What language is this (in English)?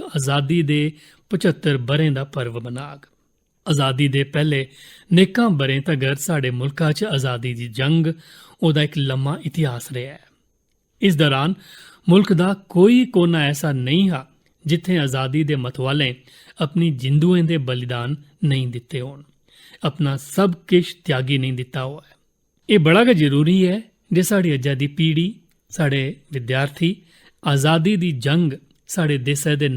Dogri